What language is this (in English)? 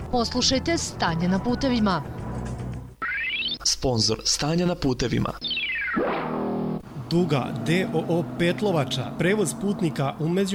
Serbian